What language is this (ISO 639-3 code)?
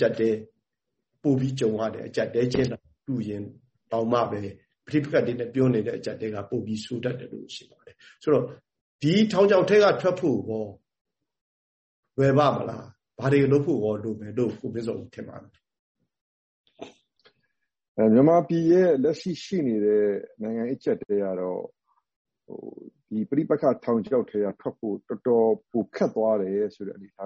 mya